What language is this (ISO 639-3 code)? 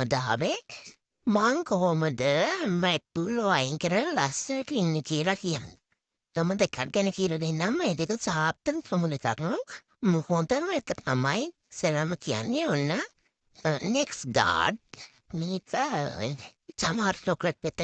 sin